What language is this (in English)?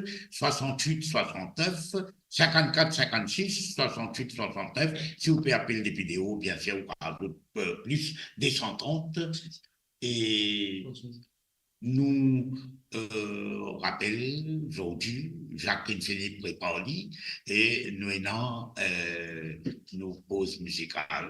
Morisyen